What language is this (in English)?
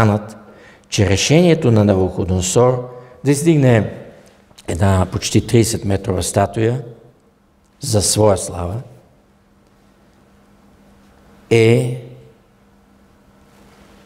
Bulgarian